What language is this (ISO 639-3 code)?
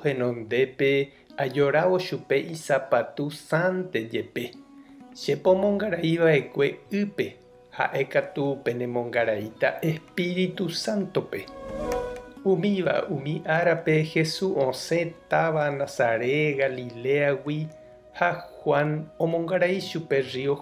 grn